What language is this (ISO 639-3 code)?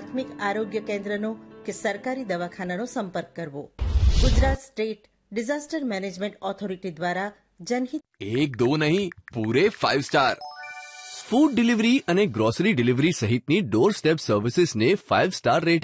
guj